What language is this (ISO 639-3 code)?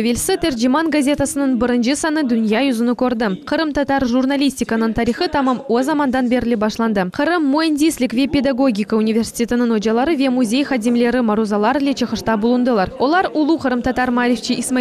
crh